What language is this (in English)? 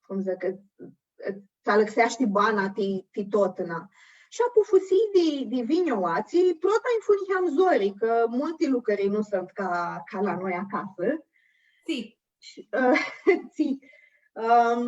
Aromanian